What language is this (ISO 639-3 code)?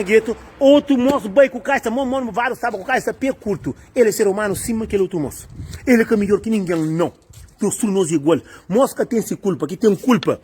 kea